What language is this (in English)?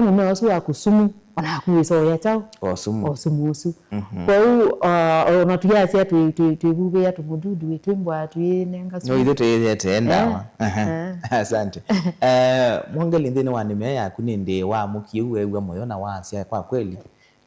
Kamba